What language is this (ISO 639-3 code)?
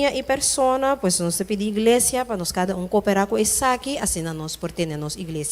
pap